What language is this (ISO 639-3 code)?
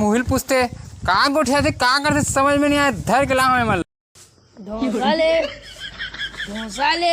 hne